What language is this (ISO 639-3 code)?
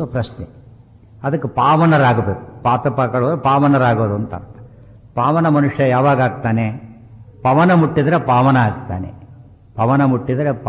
kan